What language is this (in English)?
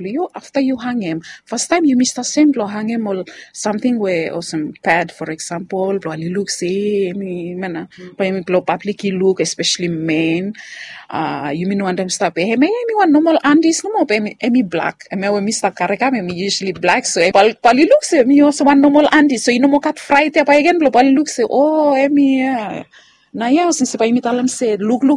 Bislama